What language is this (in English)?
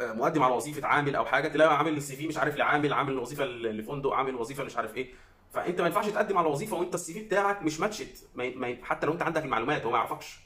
Egyptian Arabic